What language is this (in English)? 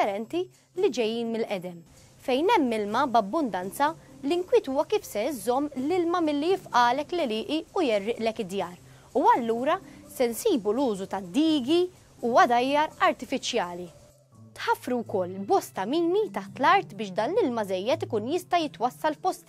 Maltese